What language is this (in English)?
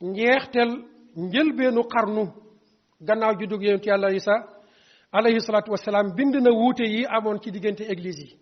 Wolof